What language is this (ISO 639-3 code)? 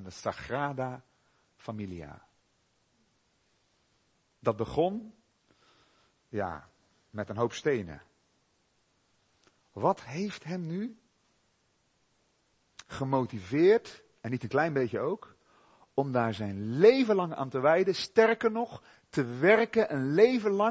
nld